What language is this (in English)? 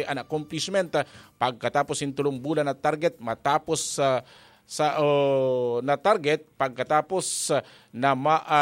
Bikol